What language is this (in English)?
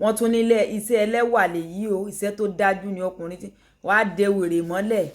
Yoruba